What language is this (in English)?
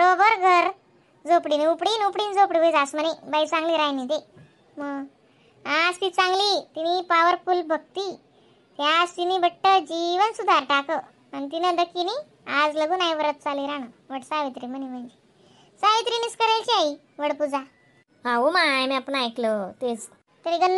Khandesi